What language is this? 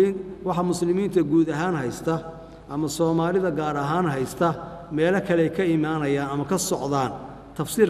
Somali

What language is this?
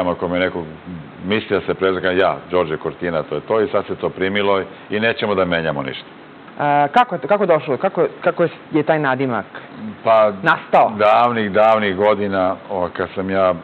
Serbian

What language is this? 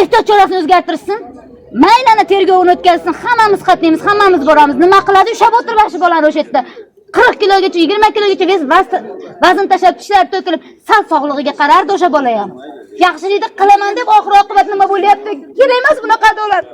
Uzbek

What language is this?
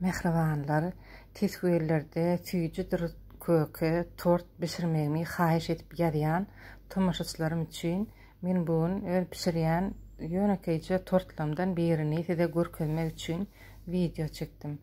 Turkmen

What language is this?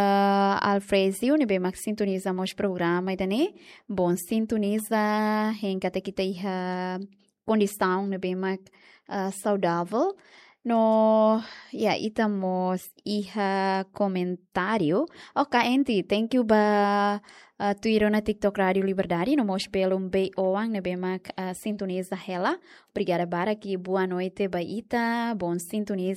Tetum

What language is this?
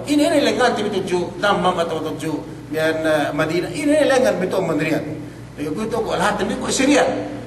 Yakan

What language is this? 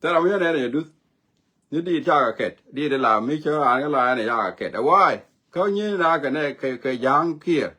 Nuer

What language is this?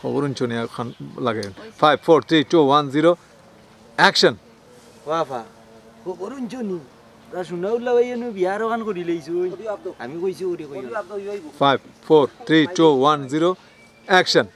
Sylheti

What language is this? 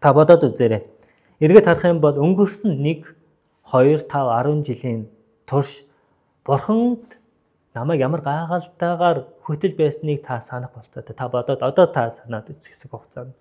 Mongolian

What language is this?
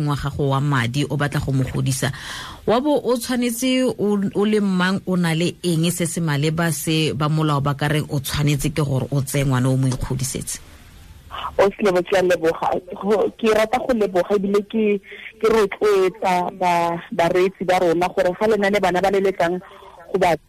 Tswana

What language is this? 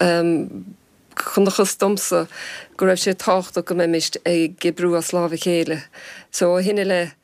Irish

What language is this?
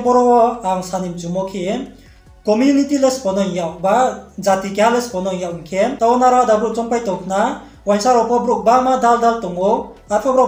Riang (India)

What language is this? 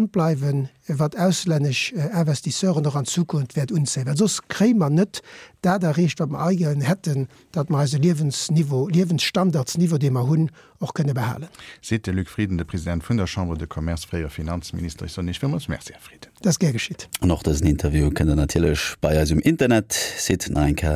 Luxembourgish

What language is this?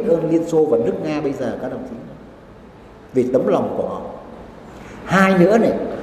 Vietnamese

